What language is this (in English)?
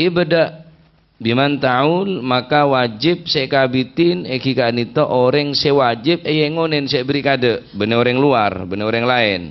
Madurese